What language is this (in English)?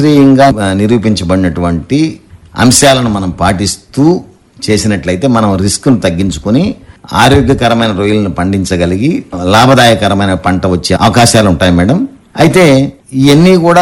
Telugu